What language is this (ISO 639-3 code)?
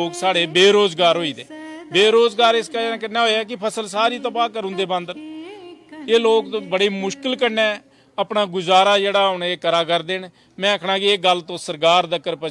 doi